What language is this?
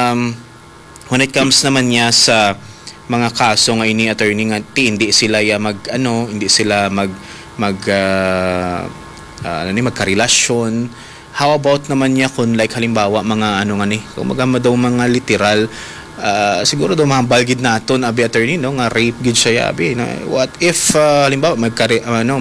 Hiligaynon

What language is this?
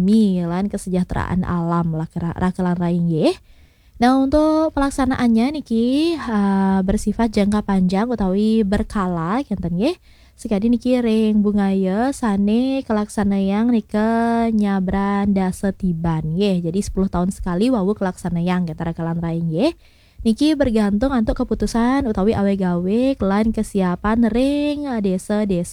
Balinese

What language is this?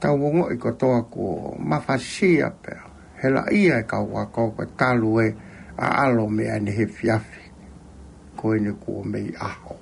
Tongan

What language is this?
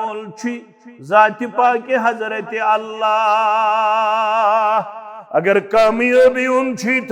Kashmiri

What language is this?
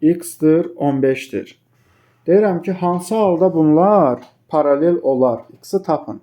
Azerbaijani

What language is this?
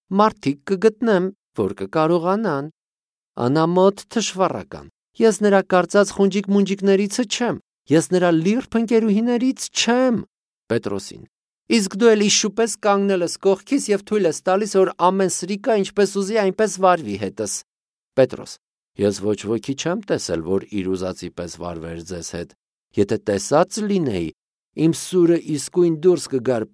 Armenian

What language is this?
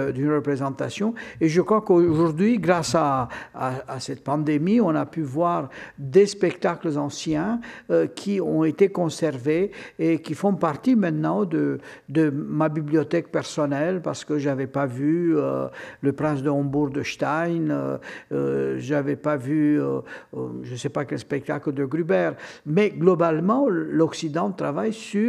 French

